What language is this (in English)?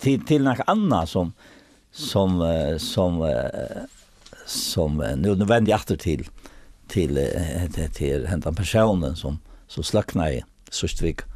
Faroese